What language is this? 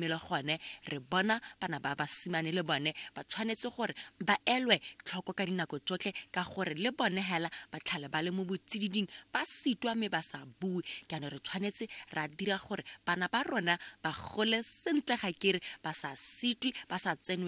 Tswana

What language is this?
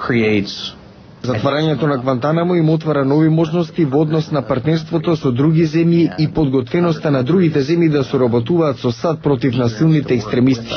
Macedonian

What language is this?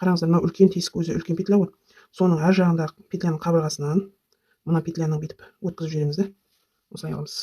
Kazakh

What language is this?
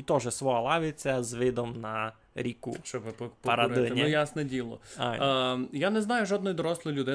Rusyn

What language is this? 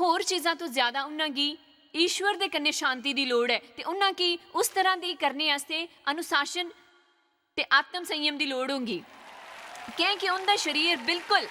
Dogri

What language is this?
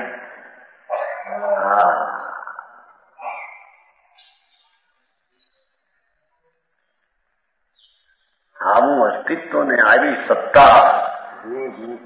Gujarati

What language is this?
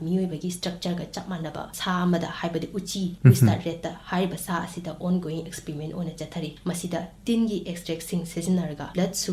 Manipuri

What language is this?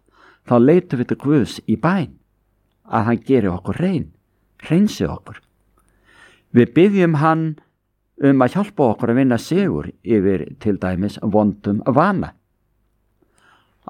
Icelandic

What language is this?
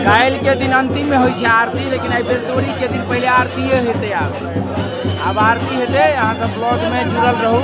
Maithili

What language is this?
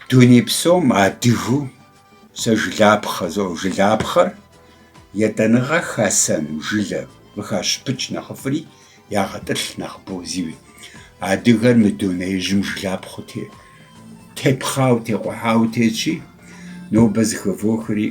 Kabardian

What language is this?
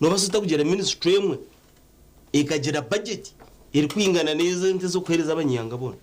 Nyankole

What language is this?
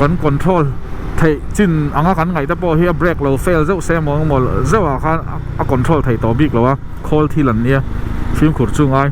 Mizo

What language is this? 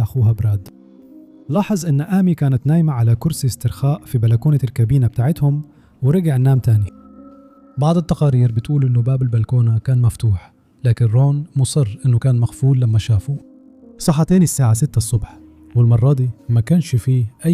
Egyptian Arabic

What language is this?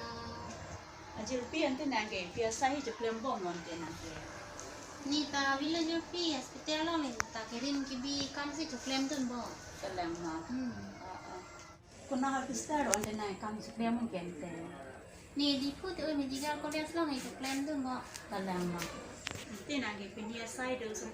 Karbi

